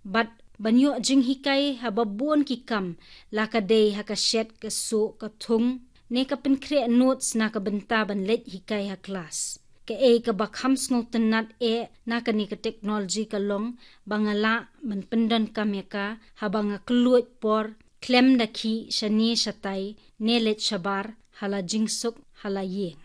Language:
Khasi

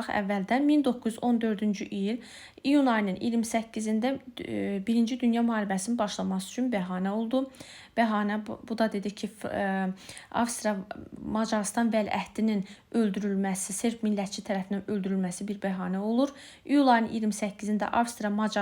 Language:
Azerbaijani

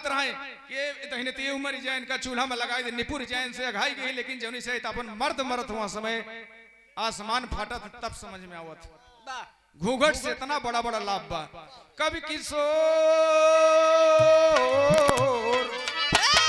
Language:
Bhojpuri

